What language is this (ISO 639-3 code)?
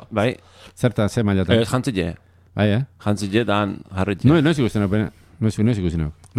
eus